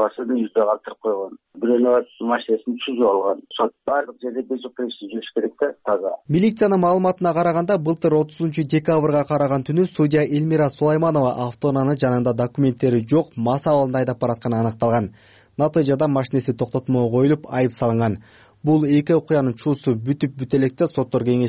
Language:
Kyrgyz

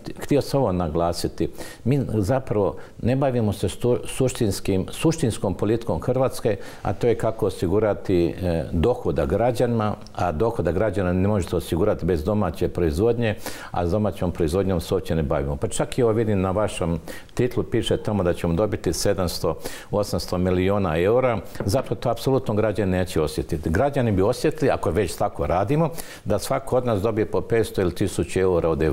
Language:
Croatian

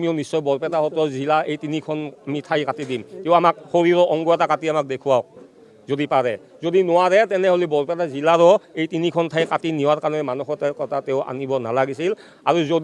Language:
Assamese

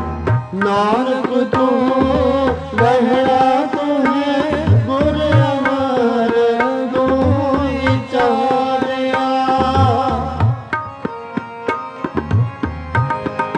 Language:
Punjabi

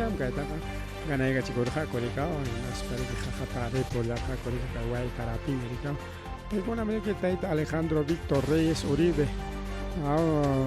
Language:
Ayacucho Quechua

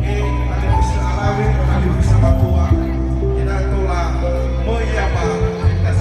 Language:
Nias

